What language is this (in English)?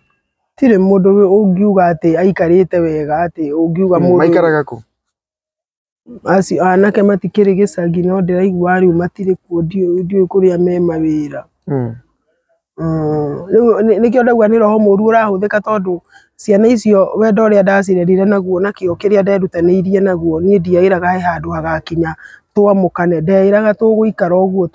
Kikuyu